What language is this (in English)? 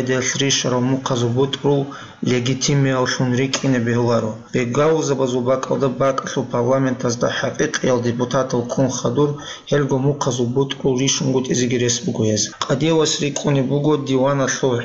Avaric